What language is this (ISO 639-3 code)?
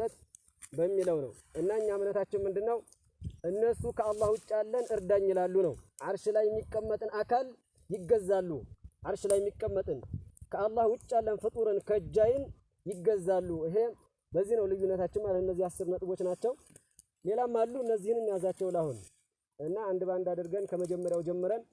amh